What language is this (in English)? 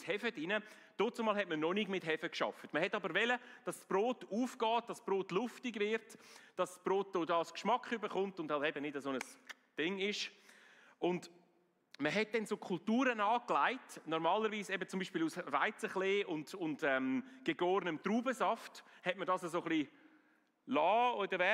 Swiss German